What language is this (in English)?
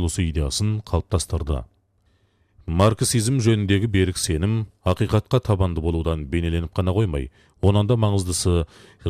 Kazakh